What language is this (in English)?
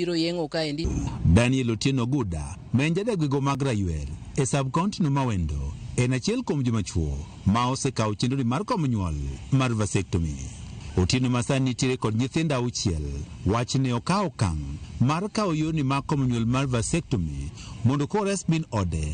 Luo (Kenya and Tanzania)